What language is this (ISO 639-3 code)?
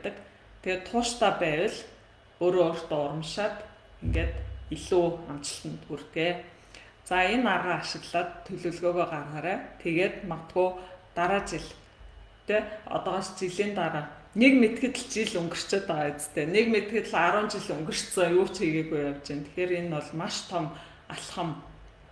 mon